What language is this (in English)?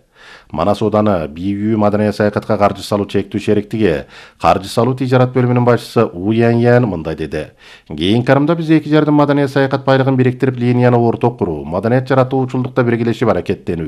Kyrgyz